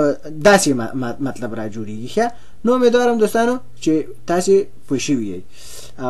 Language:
Pashto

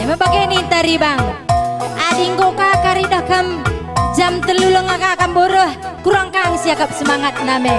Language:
Batak Karo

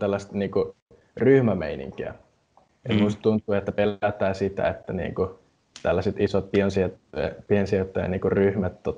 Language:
Finnish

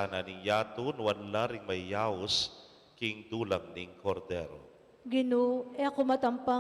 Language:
Pampanga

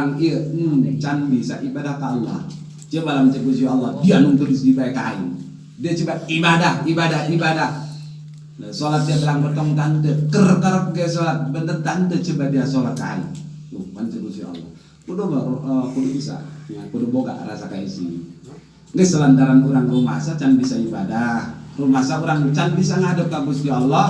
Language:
Sundanese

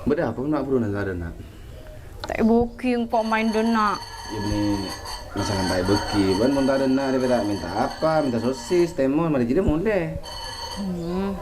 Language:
Madurese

